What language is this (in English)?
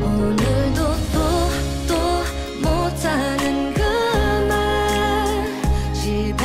Korean